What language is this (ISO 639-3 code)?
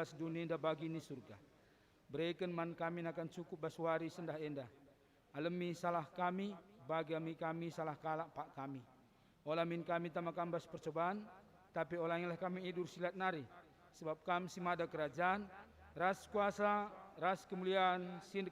btx